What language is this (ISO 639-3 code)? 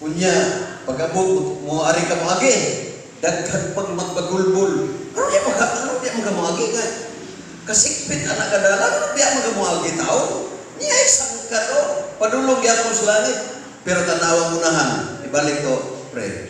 ceb